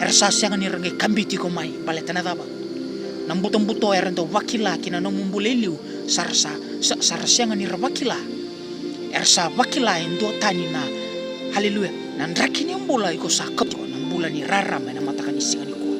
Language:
Fijian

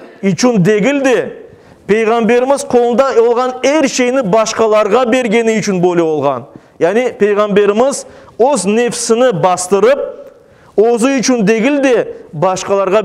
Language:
Crimean Tatar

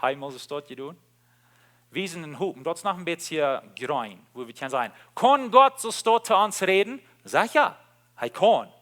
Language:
Plautdietsch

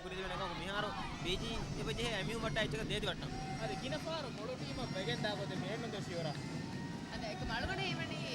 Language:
Divehi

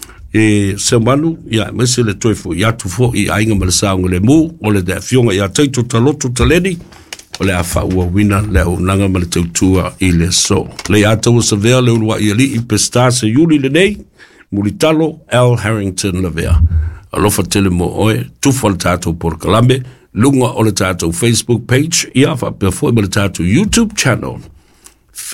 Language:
Samoan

